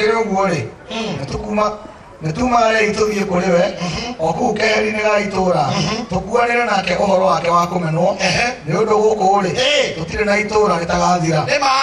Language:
Kikuyu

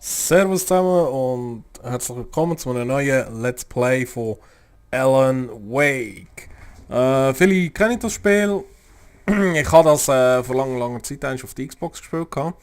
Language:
Swiss German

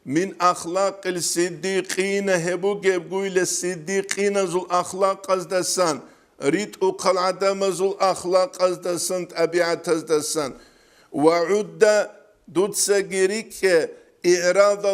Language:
Avaric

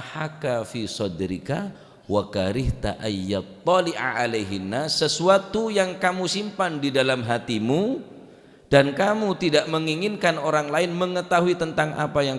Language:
Madurese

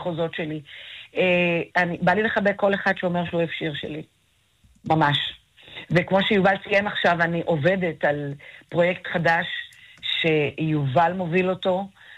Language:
Hebrew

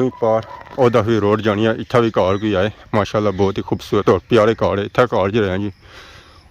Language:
Pahari-Potwari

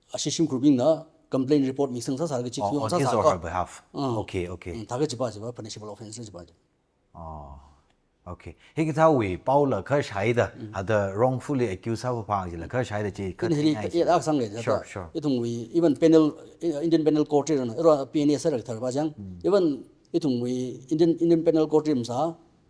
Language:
Tangkhul Naga (India)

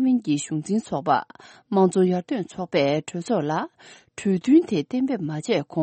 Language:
Tibetan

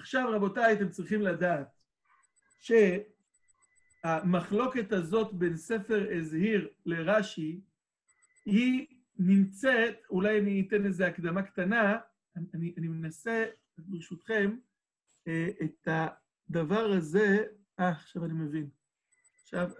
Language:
Hebrew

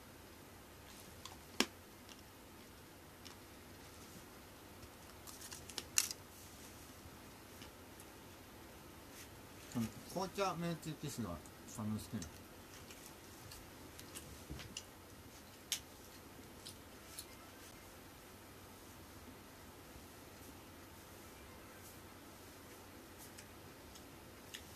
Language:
Japanese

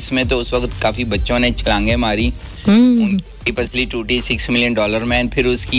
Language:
Hindi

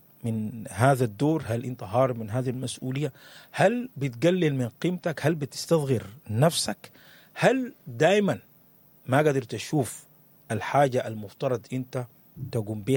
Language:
Sudanese Arabic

